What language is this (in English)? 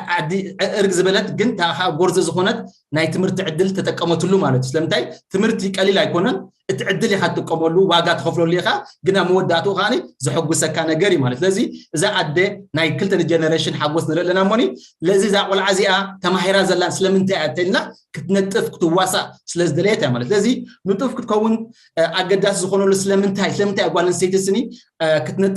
Tigrinya